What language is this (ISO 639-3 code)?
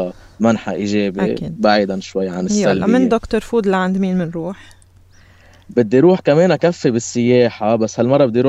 apc